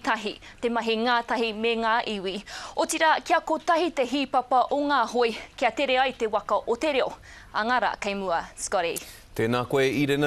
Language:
Māori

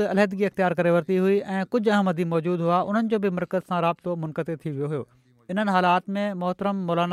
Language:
Sindhi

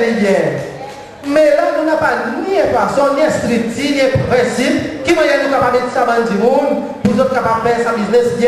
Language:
Seselwa Creole French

